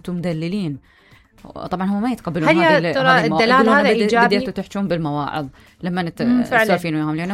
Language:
Mesopotamian Arabic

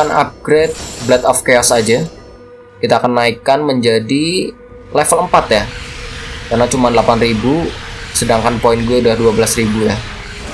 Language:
Indonesian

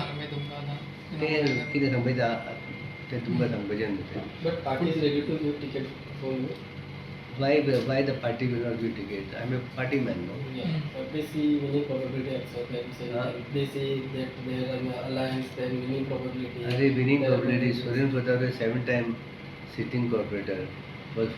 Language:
Konkani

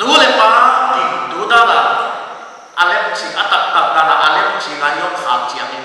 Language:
Paite Chin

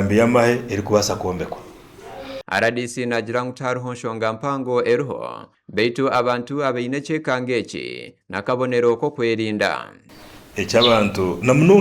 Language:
Nyankole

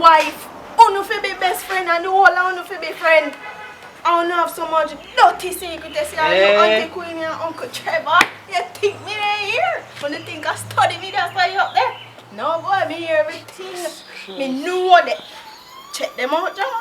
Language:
Jamaican Creole English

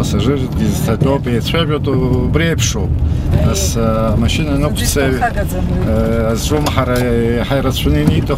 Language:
Abkhazian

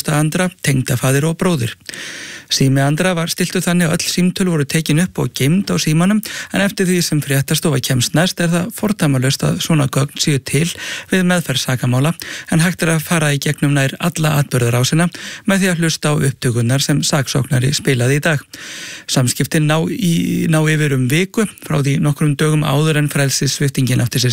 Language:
Icelandic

